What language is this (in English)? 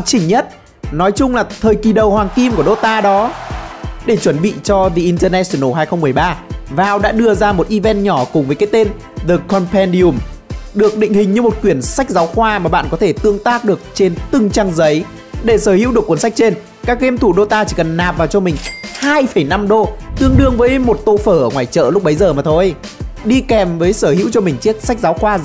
Vietnamese